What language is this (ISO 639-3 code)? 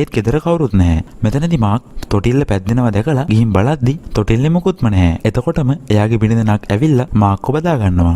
sin